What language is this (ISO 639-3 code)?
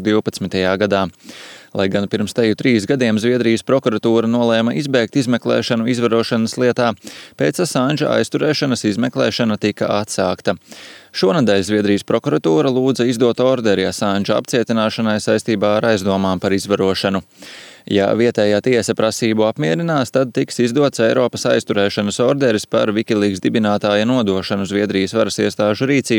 lav